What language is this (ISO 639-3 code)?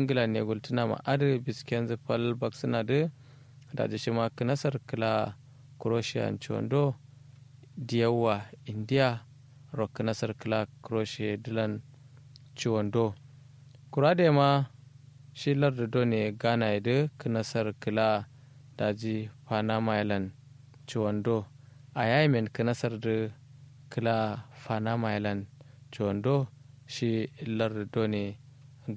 kau